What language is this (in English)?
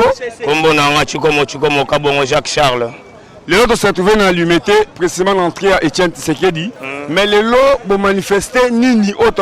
Lingala